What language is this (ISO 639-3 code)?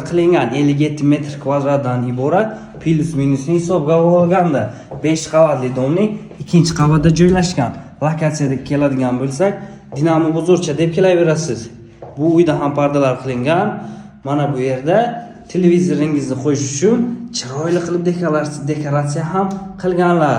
uzb